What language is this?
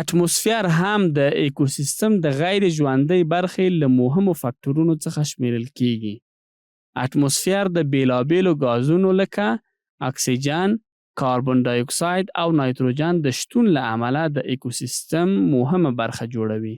Pashto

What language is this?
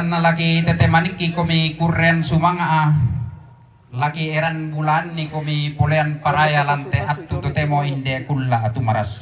Toraja-Sa'dan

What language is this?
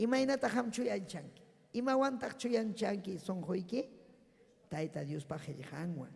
Ayacucho Quechua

